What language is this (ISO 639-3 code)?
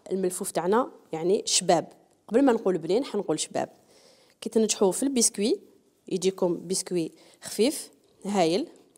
arq